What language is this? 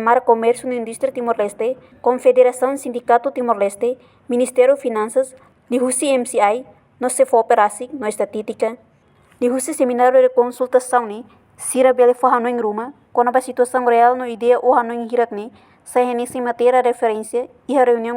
Tetum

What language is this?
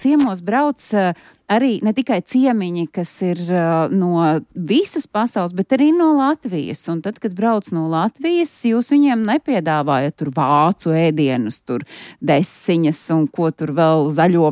Latvian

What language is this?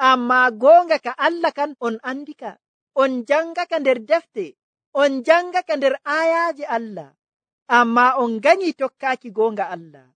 Nigerian Fulfulde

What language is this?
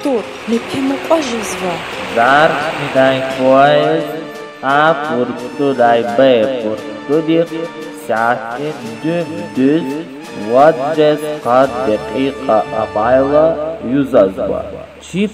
Lezghian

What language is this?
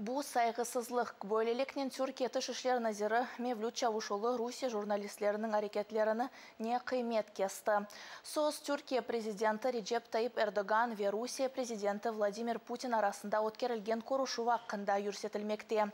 Crimean Tatar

